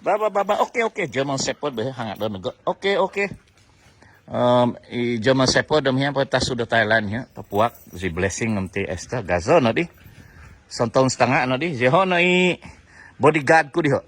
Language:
Central Dusun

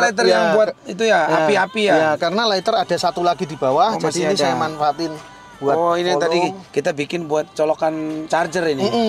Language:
Indonesian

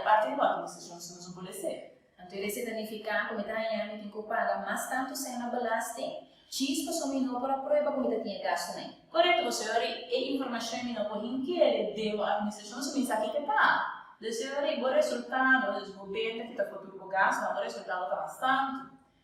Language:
Papiamento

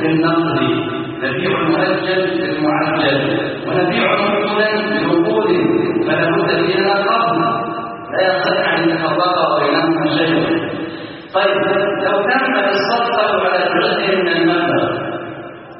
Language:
Arabic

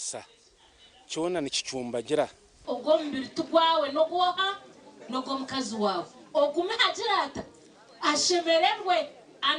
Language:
Nyankole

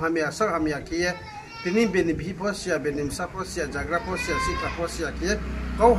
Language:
Riang (India)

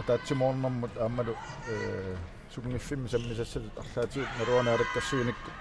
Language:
Kalaallisut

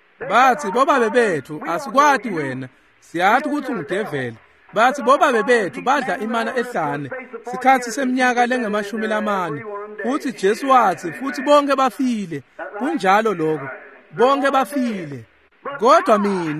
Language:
Swati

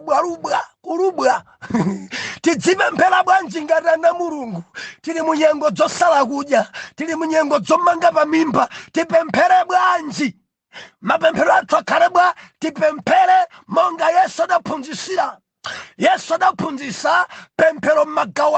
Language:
Nyanja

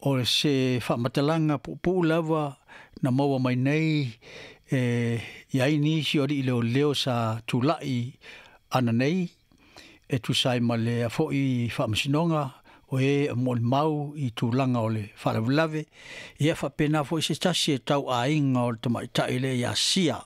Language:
Samoan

